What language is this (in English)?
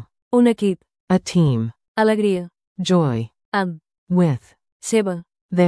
Catalan